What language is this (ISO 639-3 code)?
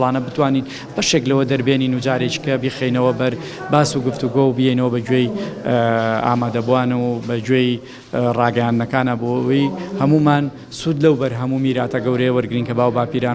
ckb